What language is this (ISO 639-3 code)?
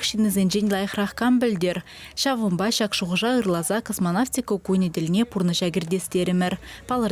chv